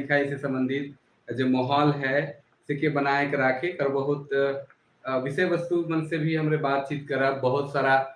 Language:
Sadri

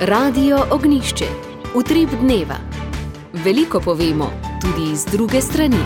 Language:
Slovenian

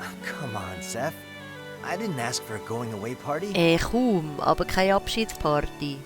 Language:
Swiss German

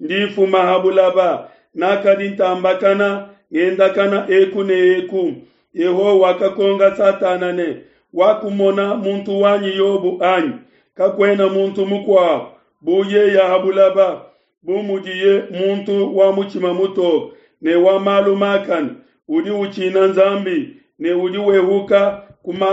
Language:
Luba-Lulua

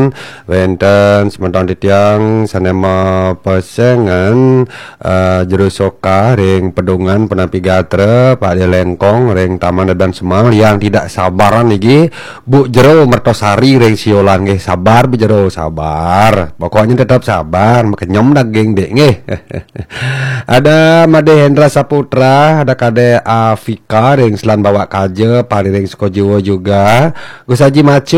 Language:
Balinese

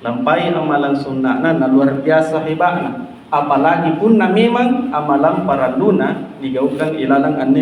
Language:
Makasar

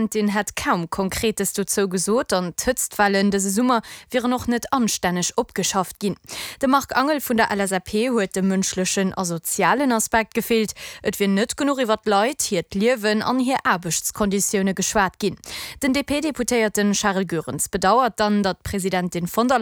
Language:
Luxembourgish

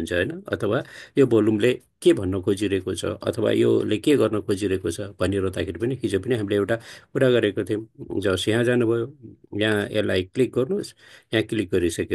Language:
Nepali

